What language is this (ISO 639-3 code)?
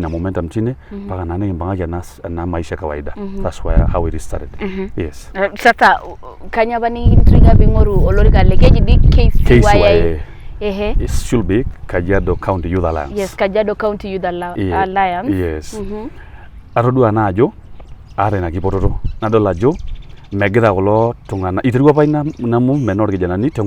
mas